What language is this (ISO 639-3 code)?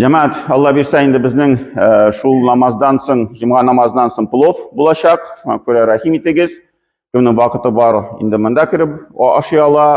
tat